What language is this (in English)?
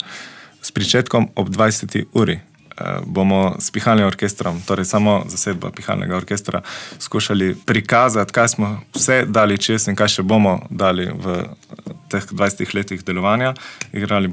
Slovenian